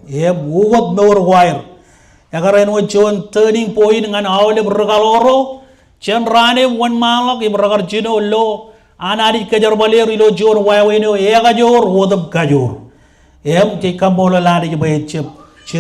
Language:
Marshallese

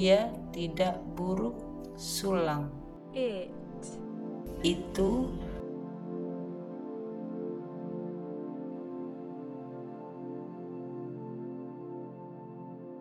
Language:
Indonesian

